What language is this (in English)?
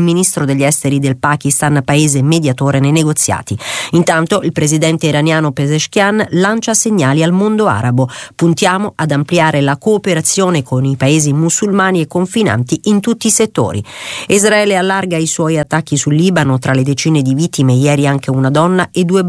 Italian